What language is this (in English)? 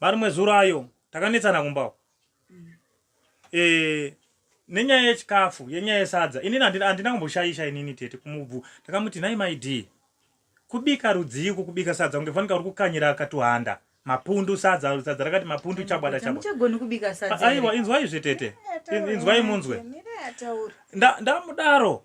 Shona